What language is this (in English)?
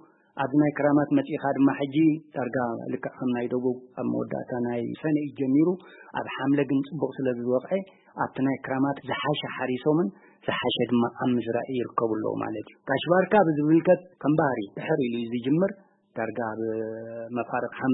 Tigrinya